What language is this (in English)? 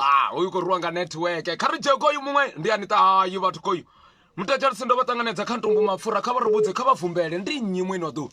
Venda